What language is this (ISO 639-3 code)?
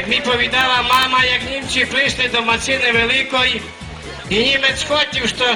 rue